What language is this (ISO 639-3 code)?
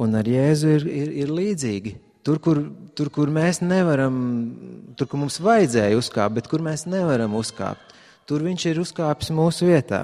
lav